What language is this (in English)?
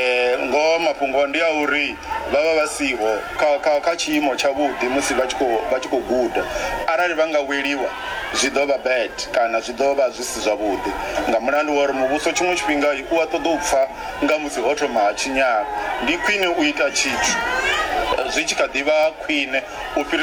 Venda